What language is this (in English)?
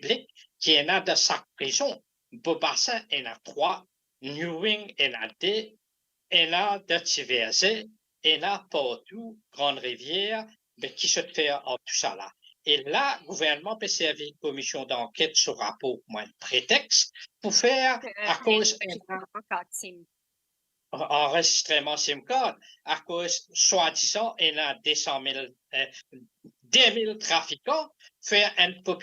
Morisyen